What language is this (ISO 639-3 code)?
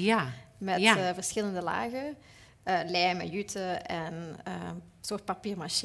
nld